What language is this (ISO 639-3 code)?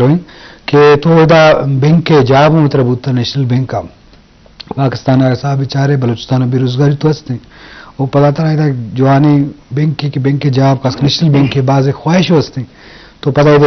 bgp